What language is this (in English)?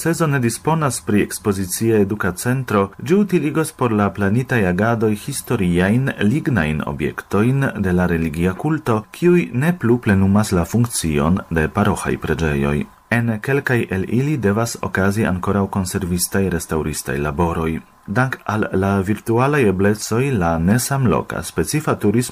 Esperanto